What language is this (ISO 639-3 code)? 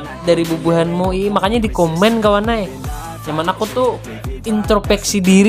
bjn